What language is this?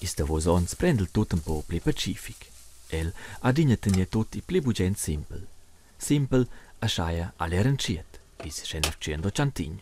Romansh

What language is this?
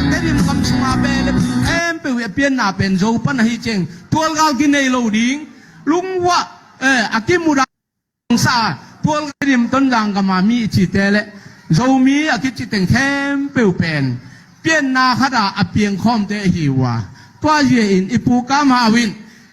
Tedim Chin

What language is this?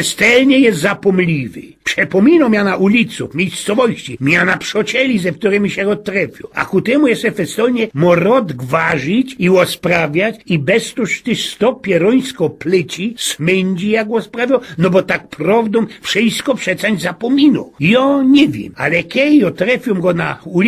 Silesian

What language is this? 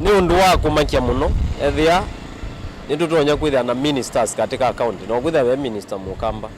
Kamba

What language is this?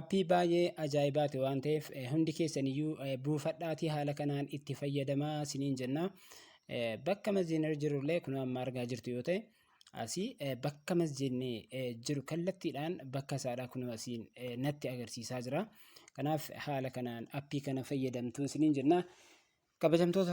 Oromo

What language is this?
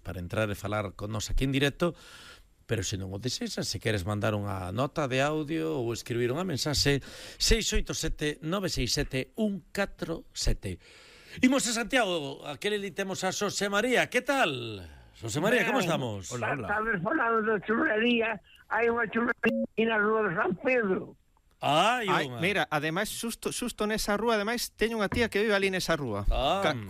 Galician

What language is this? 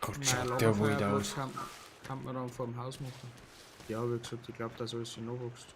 Bavarian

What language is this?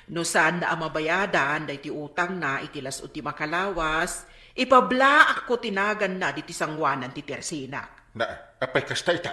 Iloko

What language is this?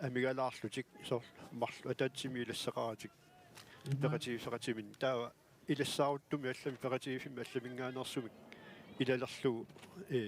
Kalaallisut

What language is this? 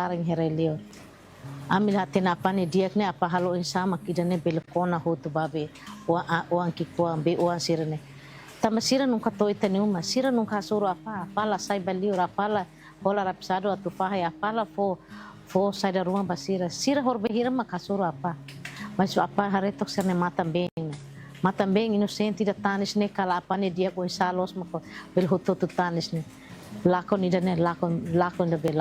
Tetum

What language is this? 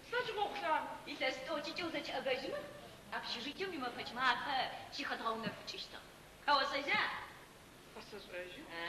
Adyghe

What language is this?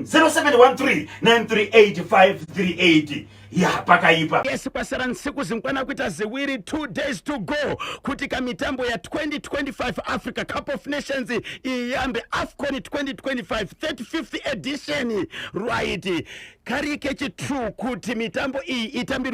Shona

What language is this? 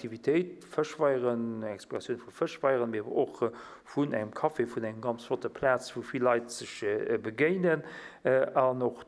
Luxembourgish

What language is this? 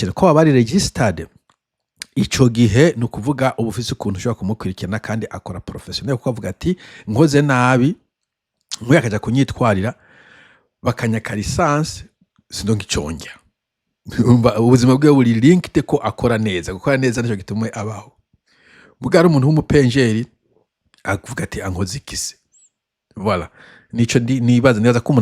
Rundi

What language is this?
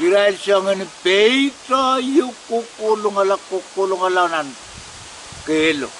Pohnpeian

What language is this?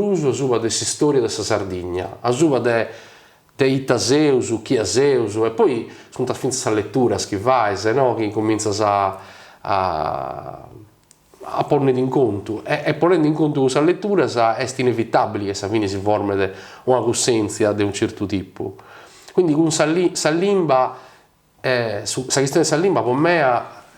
Sardinian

